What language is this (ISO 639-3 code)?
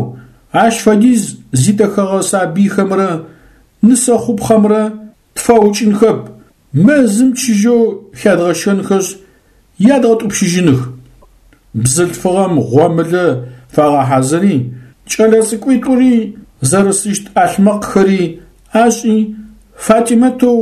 ady